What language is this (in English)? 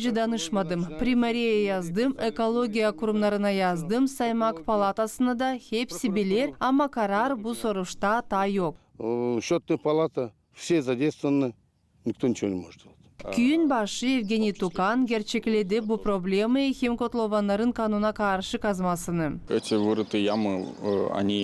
Gagauz